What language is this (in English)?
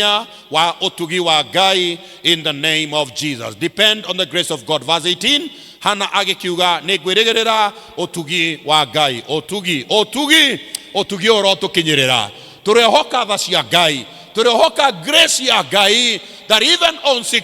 Kikuyu